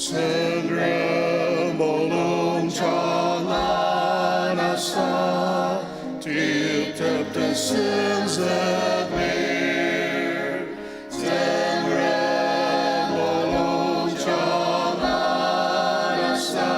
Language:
Ao Naga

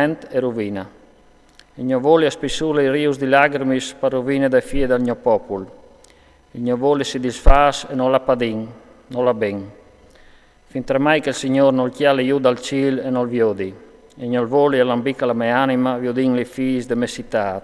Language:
Friulian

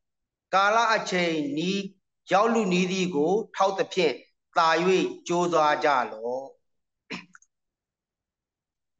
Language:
Burmese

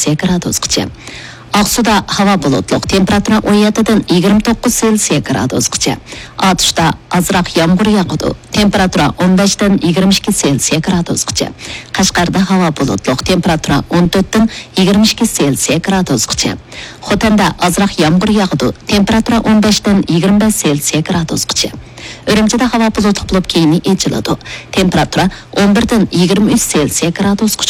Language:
Uyghur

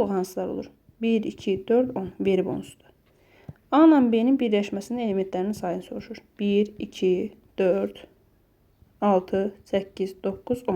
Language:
Azerbaijani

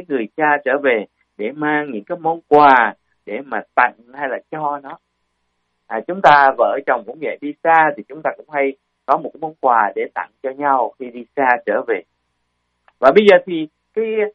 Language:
Vietnamese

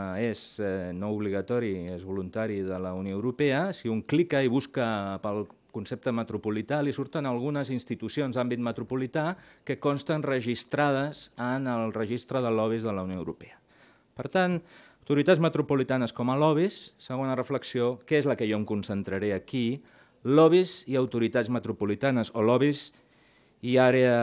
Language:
Catalan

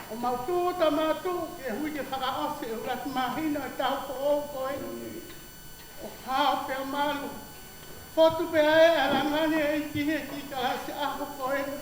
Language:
Tongan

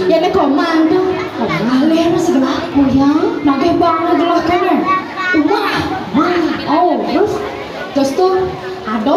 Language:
Balinese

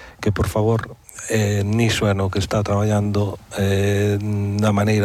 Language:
Galician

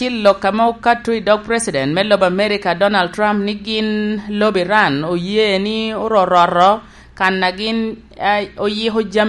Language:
Lango (Uganda)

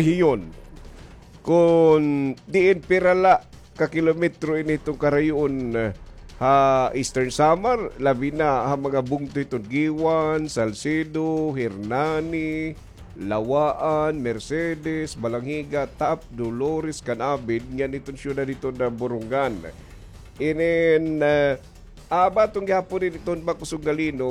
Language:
Waray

